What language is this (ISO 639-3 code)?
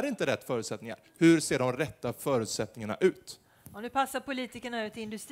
swe